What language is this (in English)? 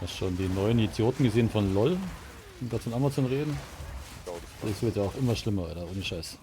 Bavarian